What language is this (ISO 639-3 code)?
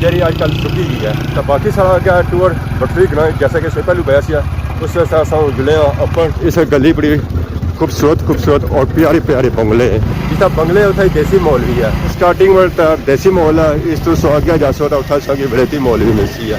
phr